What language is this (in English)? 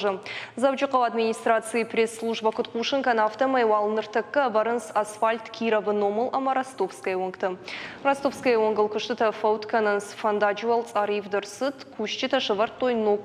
Ossetic